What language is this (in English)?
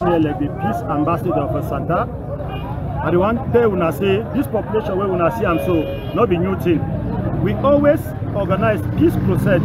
Cameroon Pidgin